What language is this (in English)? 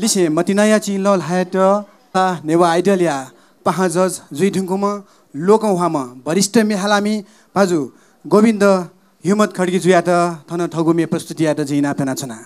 Newari